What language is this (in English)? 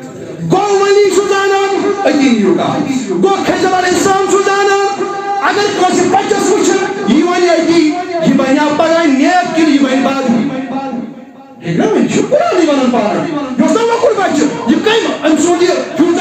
Kashmiri